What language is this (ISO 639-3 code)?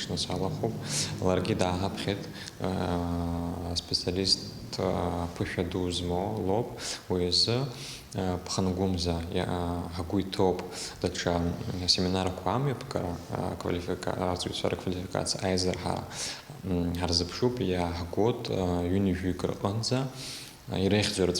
abk